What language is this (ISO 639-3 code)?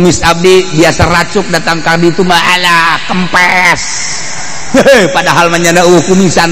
sun